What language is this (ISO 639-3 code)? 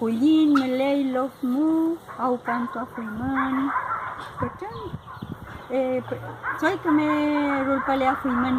arn